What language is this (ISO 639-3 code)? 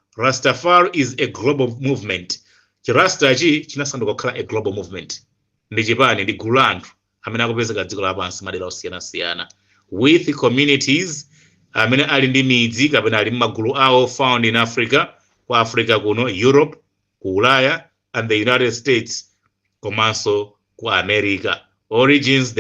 nya